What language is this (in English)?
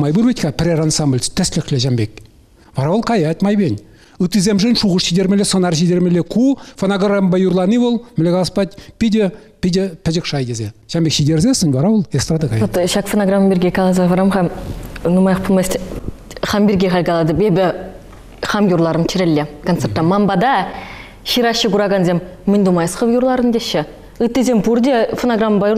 Chuvash